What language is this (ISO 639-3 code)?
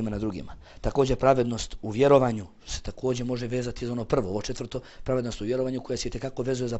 bos